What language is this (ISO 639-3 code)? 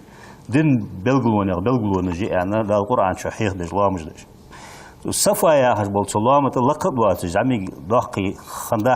inh